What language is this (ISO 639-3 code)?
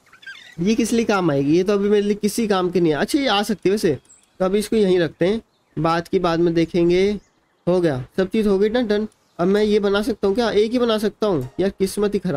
hin